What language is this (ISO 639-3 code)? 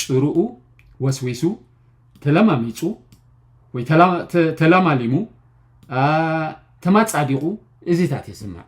tir